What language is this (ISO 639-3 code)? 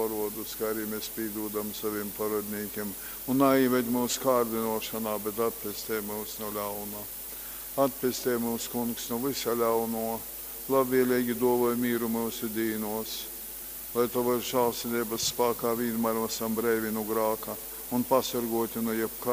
ltg